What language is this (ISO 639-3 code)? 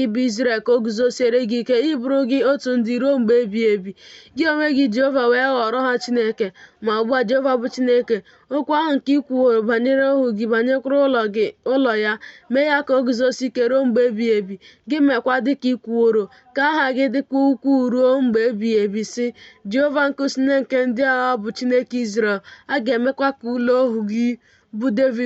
ibo